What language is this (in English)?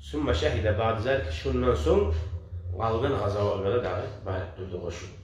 Kumyk